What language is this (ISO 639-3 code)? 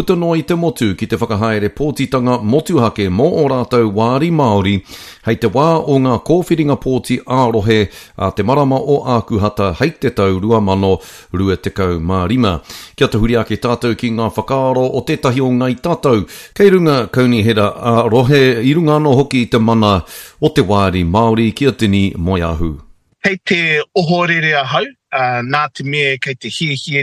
mri